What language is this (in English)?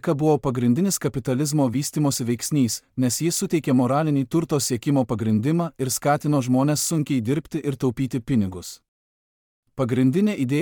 Lithuanian